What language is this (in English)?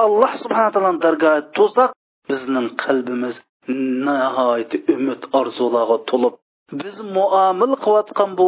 Uyghur